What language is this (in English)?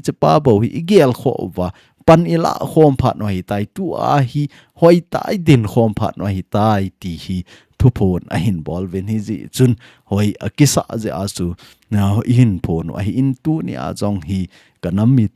Thado Chin